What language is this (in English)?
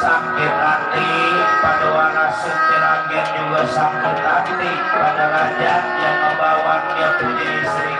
Betawi